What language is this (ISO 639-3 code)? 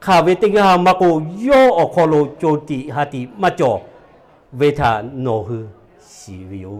lhu